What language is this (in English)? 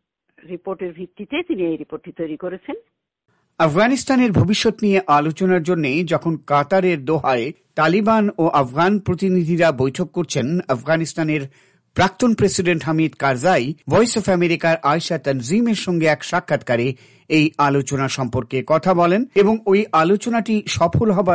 Bangla